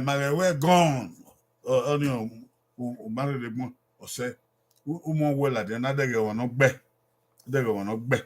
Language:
Bini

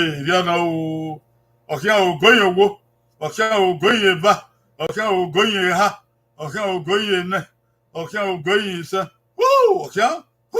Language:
Bini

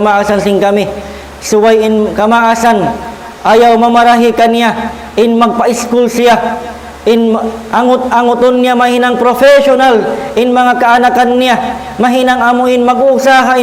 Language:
Tausug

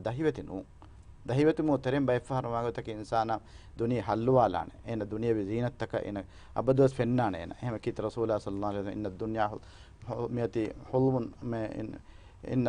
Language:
Divehi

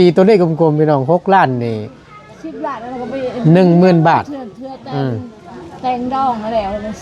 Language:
Northeastern Thai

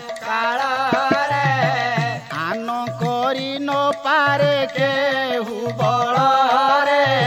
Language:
Odia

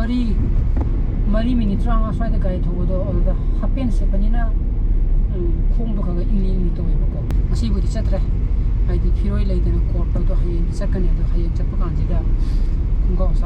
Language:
Manipuri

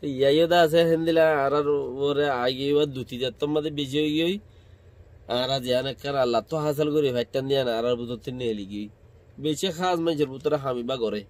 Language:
Rohingya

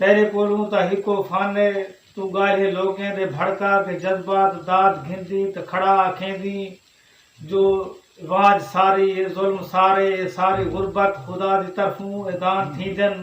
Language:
Saraiki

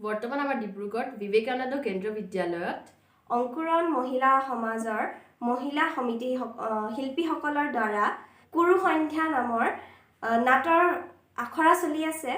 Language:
Assamese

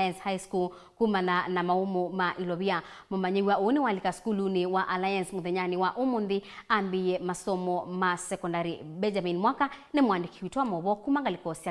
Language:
Kamba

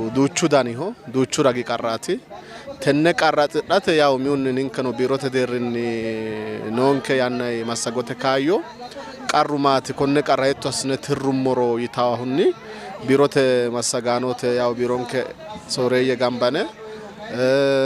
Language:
Sidamo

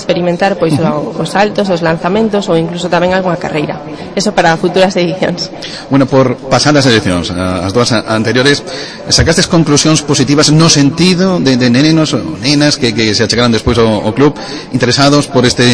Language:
Galician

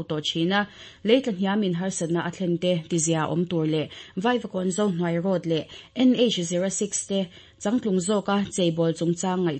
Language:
Mizo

